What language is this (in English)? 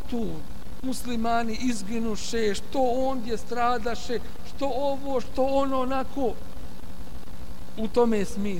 Bosnian